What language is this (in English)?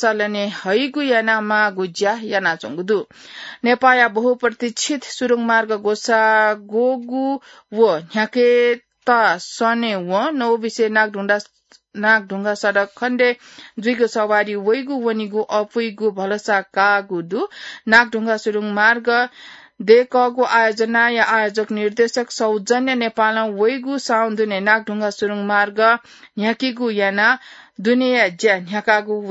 Newari